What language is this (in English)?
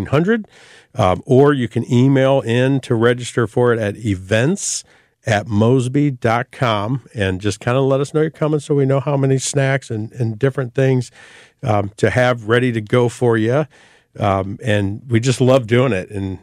English